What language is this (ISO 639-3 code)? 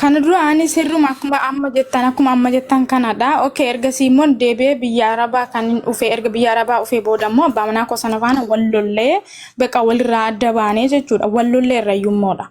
orm